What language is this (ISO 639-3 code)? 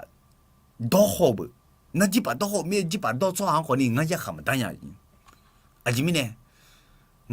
ahk